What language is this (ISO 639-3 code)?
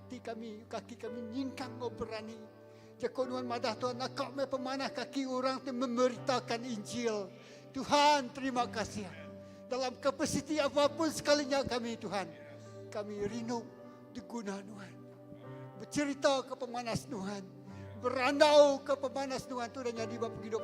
iba